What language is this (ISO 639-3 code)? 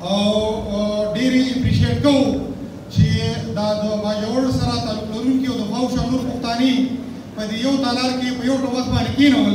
pus